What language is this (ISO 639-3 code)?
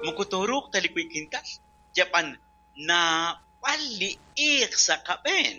kek